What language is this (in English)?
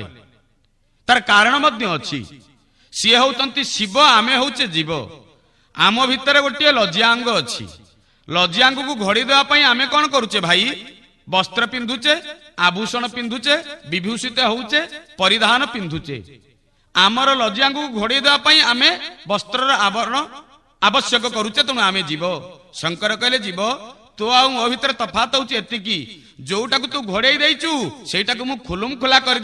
Odia